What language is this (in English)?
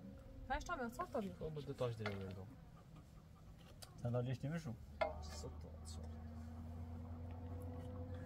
Persian